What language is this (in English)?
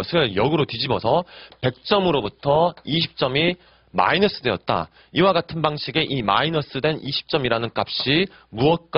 Korean